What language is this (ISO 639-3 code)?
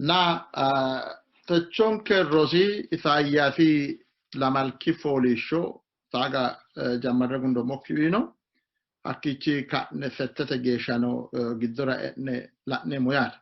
sid